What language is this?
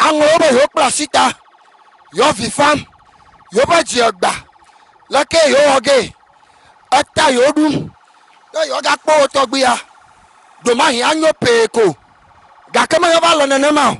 Ewe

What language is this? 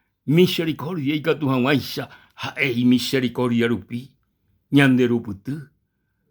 Guarani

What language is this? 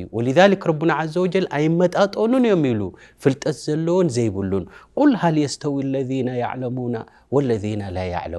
Tigrinya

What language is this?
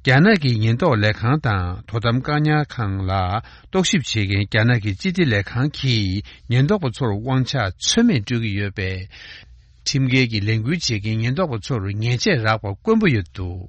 Tibetan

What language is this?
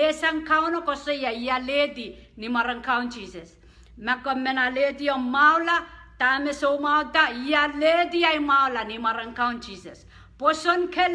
Pohnpeian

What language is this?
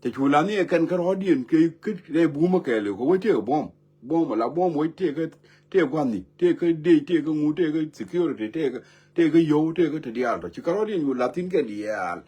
Nuer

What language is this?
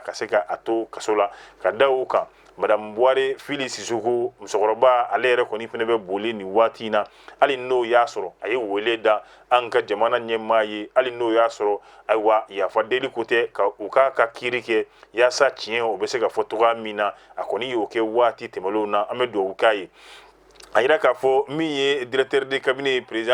Bambara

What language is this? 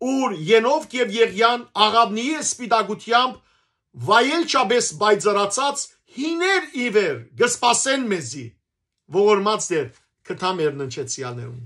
Western Armenian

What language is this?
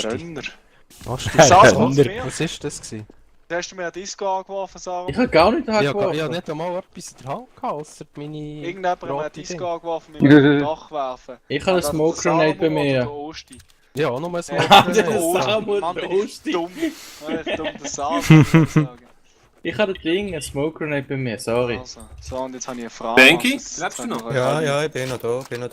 Swiss German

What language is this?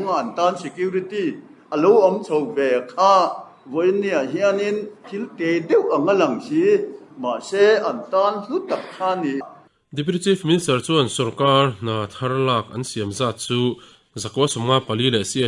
Mizo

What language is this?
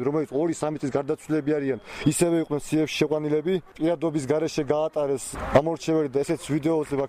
Georgian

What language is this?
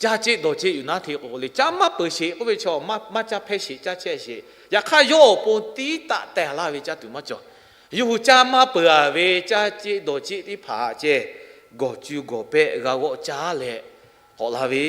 Lahu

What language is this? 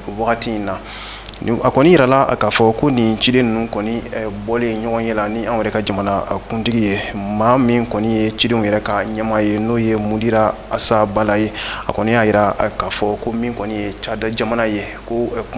Bambara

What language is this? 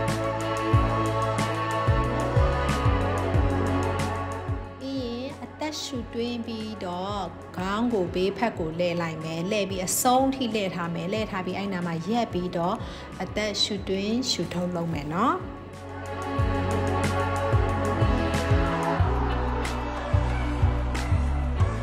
Burmese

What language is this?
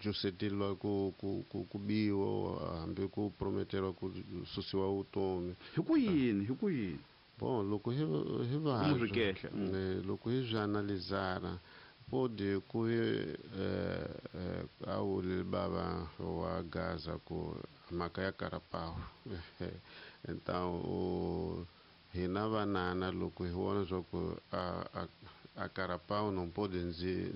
Tsonga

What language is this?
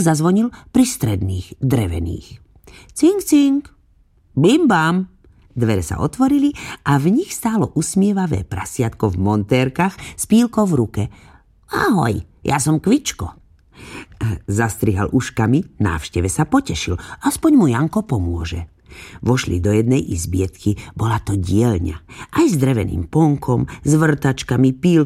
Slovak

